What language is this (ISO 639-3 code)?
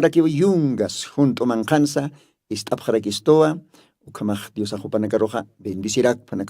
aym